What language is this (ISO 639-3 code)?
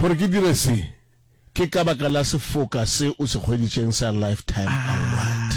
nso